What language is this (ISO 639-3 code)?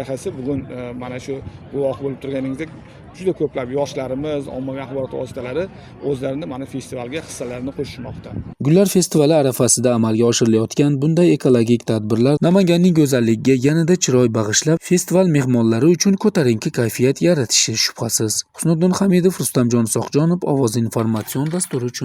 uzb